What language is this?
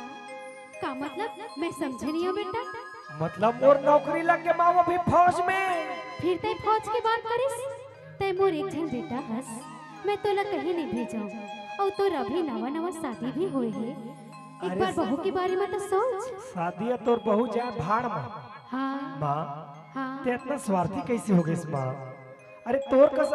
Chhattisgarhi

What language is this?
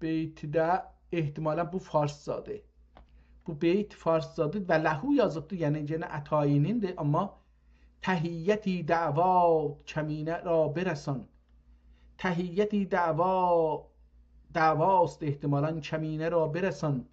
South Azerbaijani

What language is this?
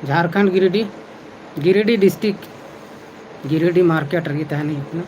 Santali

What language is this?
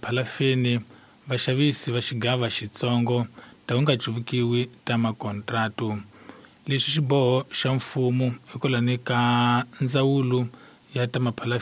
Tsonga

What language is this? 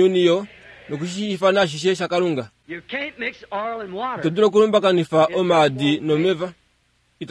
Kuanyama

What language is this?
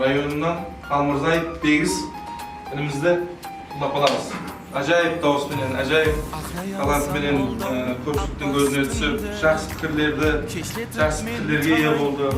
Kara-Kalpak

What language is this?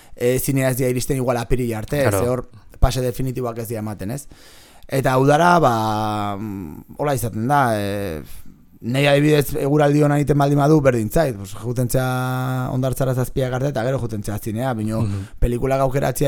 Basque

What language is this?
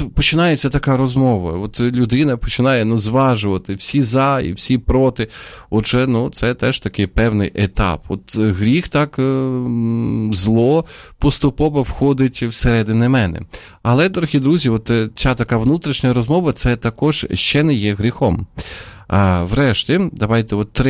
Ukrainian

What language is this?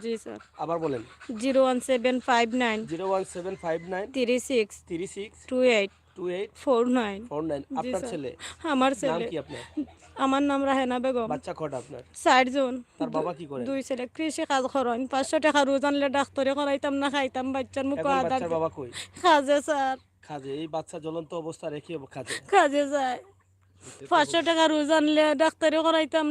Sylheti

